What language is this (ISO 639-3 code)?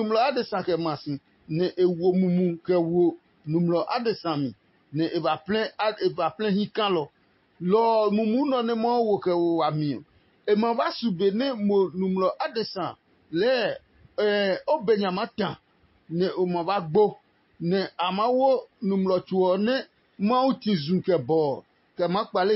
ada